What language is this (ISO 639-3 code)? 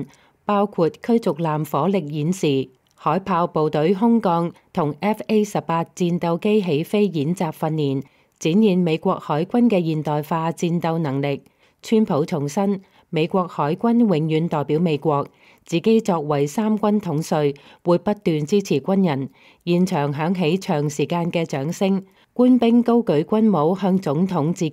yue